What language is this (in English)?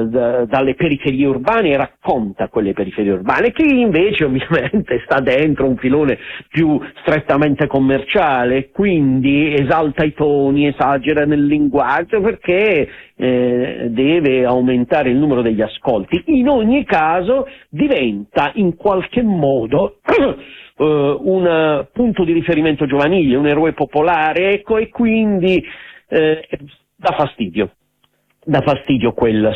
Italian